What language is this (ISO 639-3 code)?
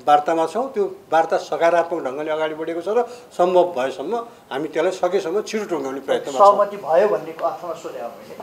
nep